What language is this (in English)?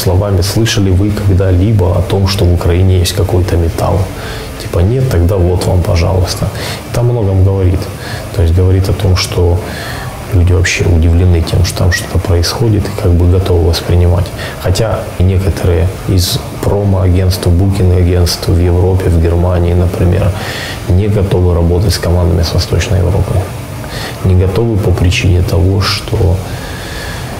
Russian